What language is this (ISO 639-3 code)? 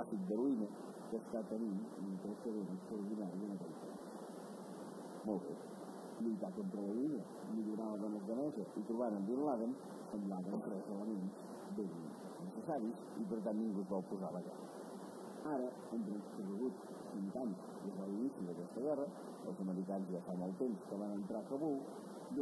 cat